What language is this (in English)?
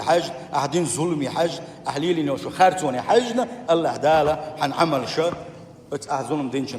Chechen